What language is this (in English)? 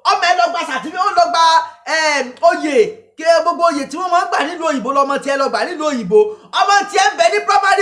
Yoruba